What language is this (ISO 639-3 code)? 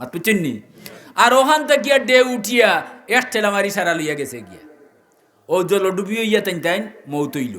syl